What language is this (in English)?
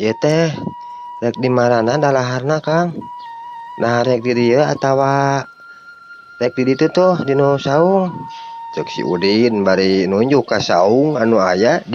Sundanese